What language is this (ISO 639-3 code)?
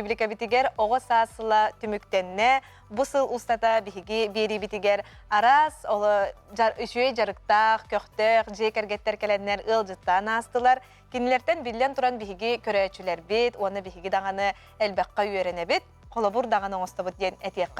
sah